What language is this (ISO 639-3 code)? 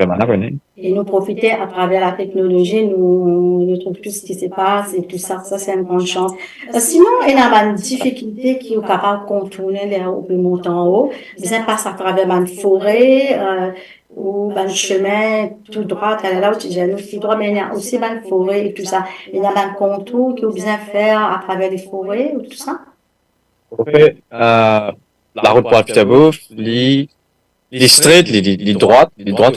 mfe